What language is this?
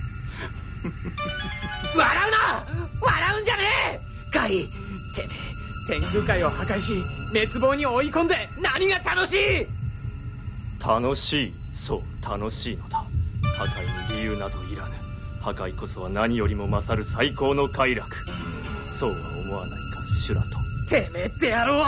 Japanese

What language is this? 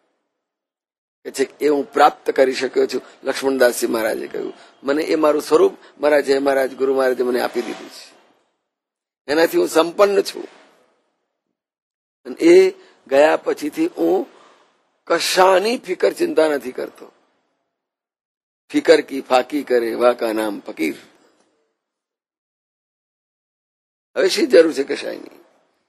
Gujarati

